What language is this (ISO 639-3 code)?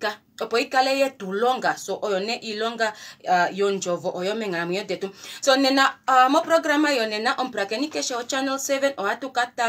kua